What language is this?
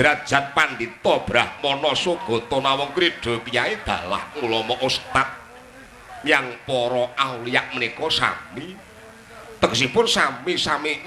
Javanese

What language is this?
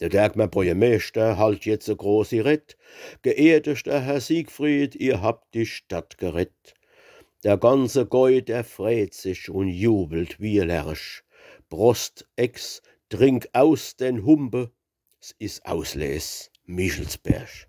Palatine German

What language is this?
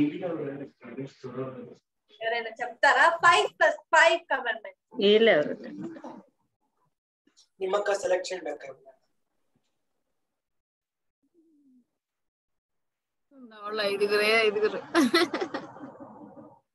Telugu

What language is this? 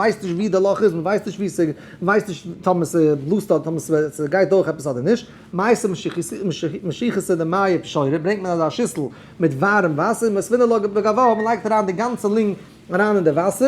Yiddish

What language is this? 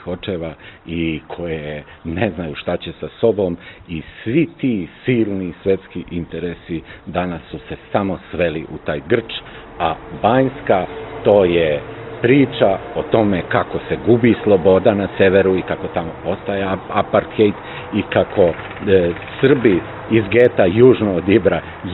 Serbian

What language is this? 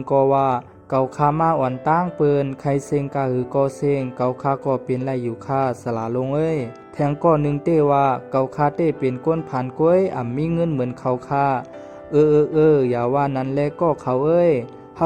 Shan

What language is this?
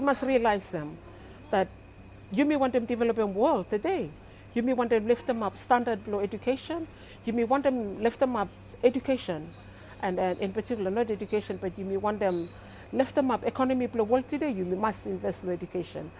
Bislama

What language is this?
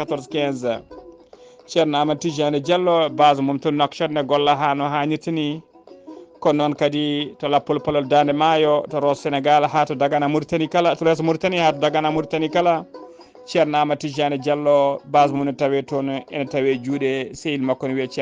Fula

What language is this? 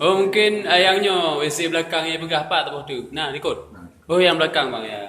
Achinese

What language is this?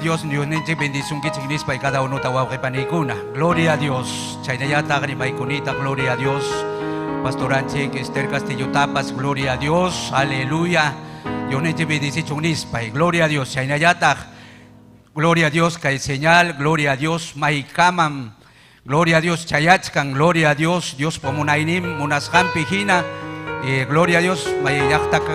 Ayacucho Quechua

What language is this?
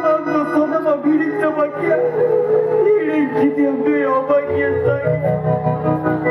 Santali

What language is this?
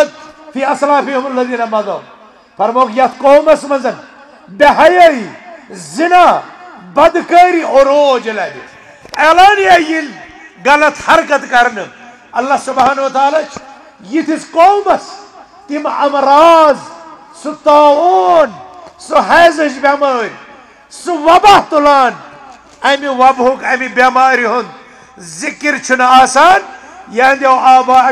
Kashmiri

